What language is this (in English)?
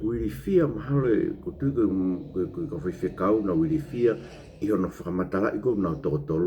Tongan